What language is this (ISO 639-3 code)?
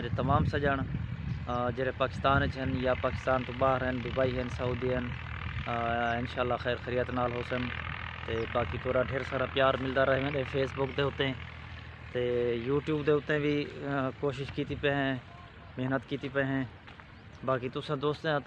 skr